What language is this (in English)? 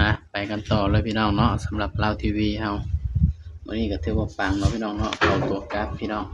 Northeastern Thai